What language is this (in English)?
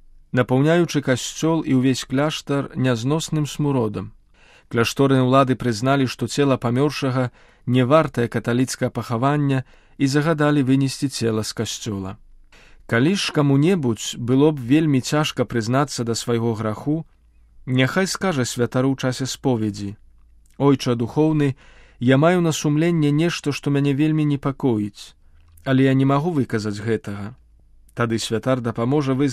Belarusian